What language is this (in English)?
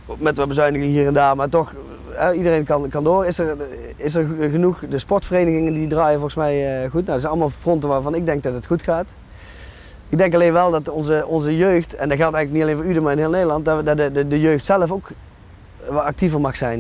Dutch